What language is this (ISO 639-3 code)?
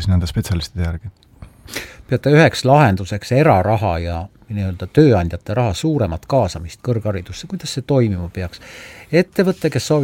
est